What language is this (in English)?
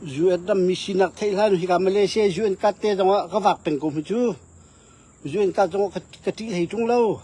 Hakha Chin